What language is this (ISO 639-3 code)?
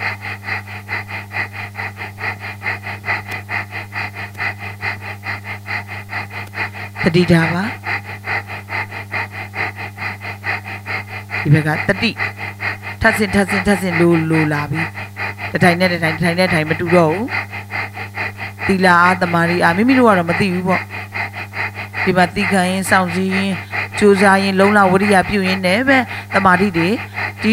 mya